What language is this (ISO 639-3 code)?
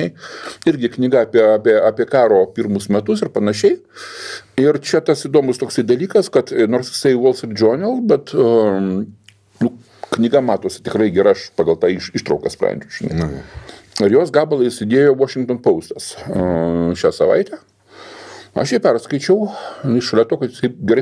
lit